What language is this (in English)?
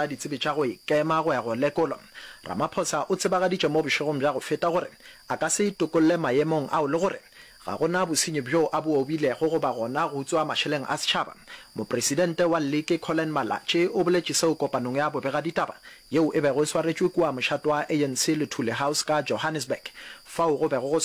Northern Sotho